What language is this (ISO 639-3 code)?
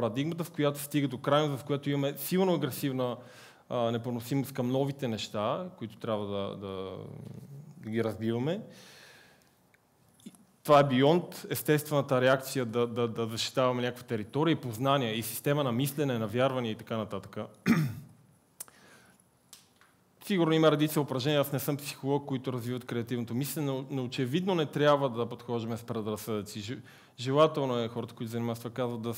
bul